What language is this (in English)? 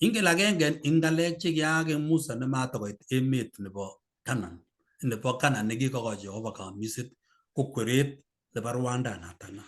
Kalenjin